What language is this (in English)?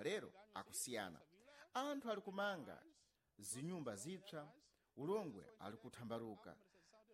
Sena